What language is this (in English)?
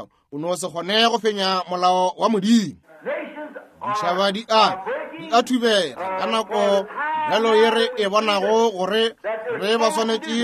Northern Sotho